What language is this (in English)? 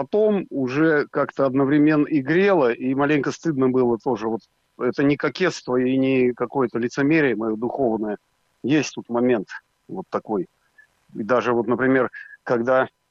Russian